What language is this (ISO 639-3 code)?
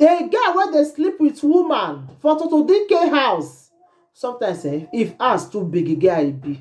pcm